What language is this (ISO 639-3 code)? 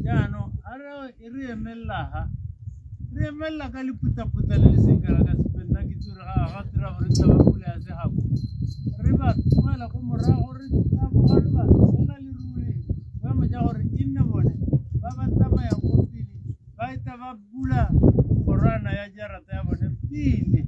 tsn